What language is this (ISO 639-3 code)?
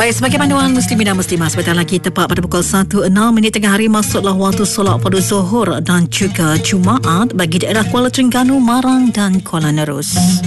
msa